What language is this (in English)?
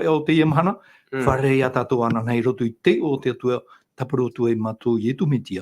Tahitian